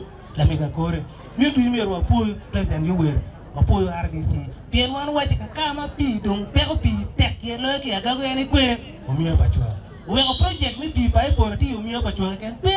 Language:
Acoli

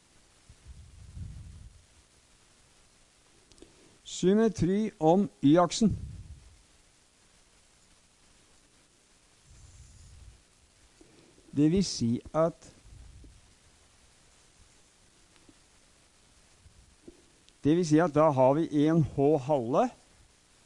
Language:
Norwegian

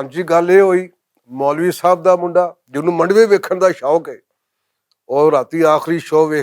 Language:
Western Panjabi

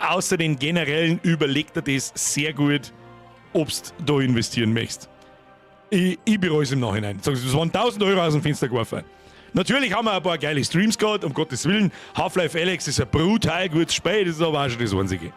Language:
Bavarian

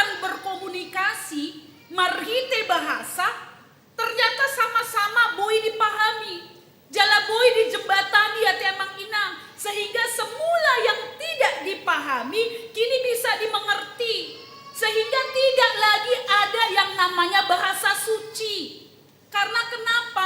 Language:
Batak Toba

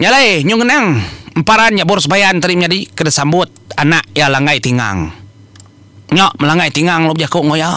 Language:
Iban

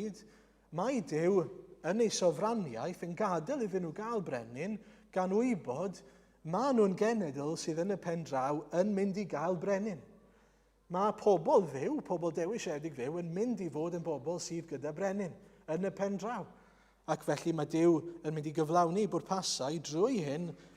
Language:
Welsh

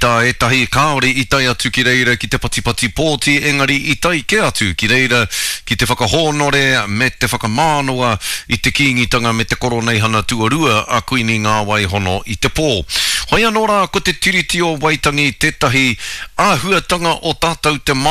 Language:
Māori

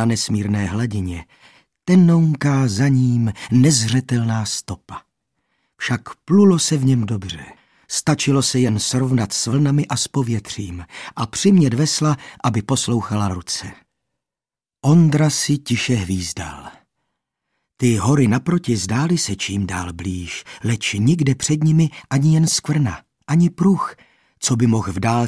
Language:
Czech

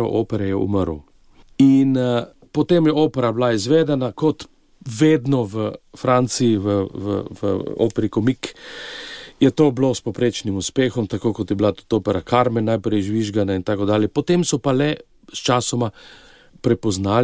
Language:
Slovenian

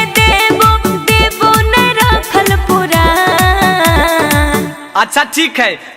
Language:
Magahi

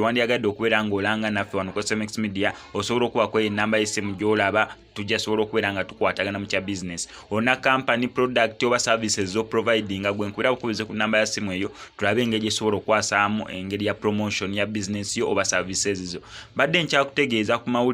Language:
Ganda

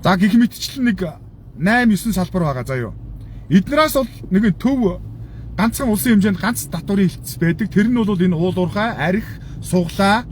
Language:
Mongolian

